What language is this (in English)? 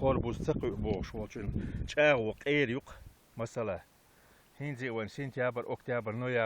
Chechen